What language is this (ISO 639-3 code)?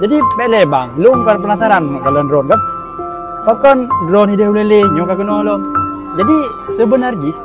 ace